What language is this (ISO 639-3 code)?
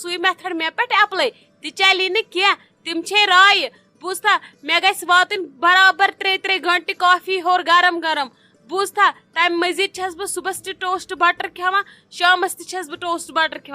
kas